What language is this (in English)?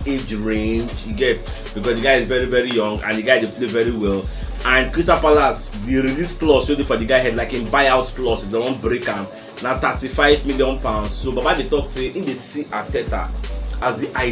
Nigerian Pidgin